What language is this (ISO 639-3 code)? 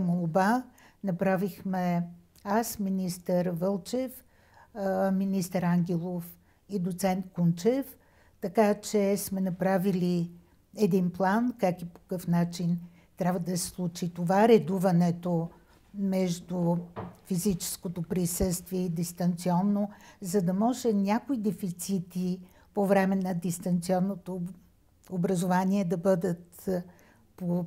bul